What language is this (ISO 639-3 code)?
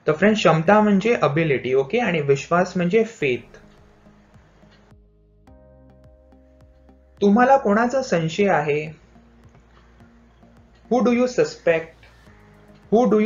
mar